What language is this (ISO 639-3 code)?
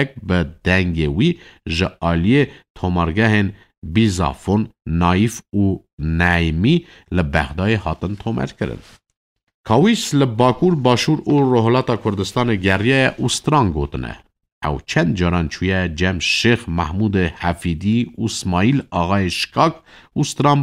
kur